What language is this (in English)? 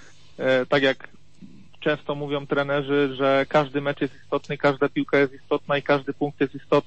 Polish